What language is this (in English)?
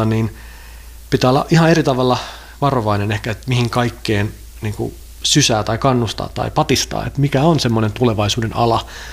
Finnish